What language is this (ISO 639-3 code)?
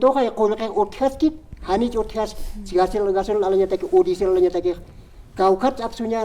aym